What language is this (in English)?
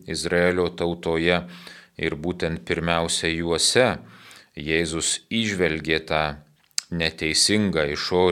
Lithuanian